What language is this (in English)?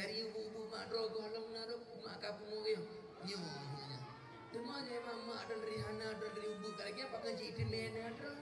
Achinese